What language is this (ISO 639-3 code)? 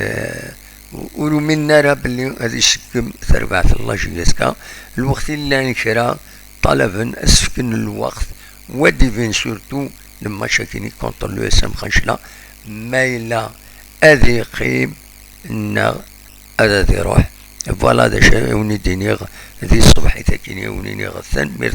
kab